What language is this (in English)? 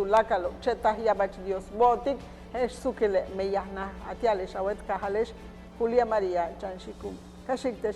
Yucateco